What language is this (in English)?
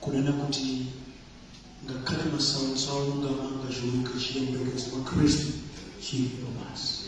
Nyanja